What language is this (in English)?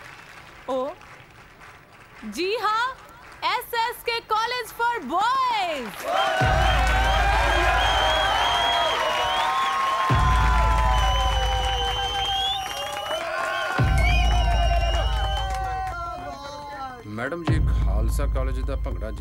Punjabi